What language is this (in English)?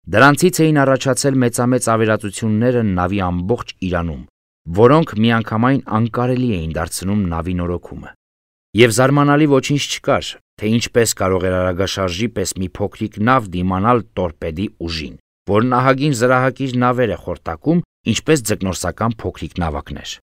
Armenian